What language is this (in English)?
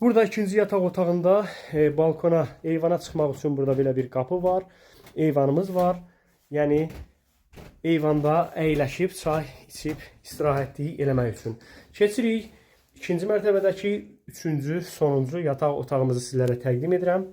Azerbaijani